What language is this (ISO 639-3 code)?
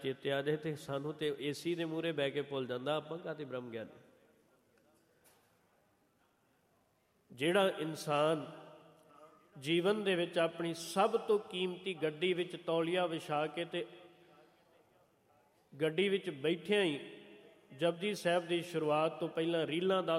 pan